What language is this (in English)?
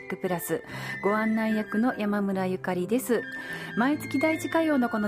Japanese